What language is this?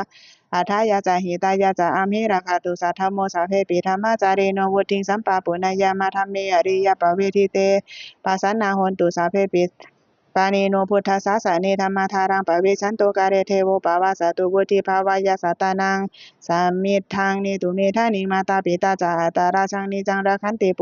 Pali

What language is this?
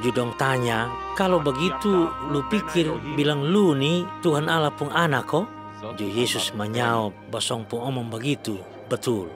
Kupang Malay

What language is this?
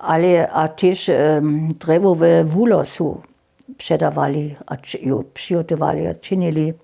Upper Sorbian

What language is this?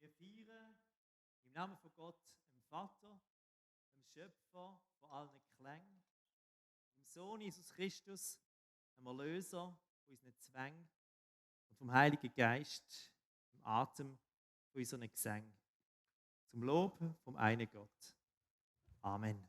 Swiss German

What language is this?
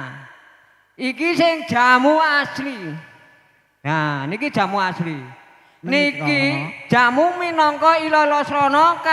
Javanese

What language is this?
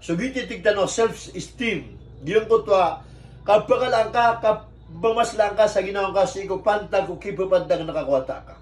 Maranao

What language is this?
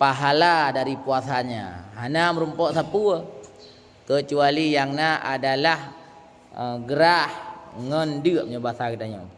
Achinese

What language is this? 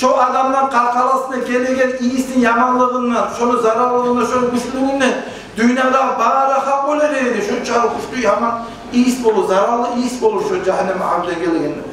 Kumyk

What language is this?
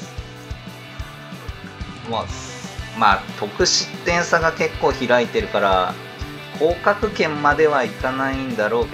Japanese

